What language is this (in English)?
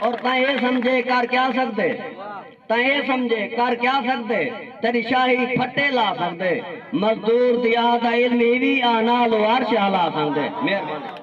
Saraiki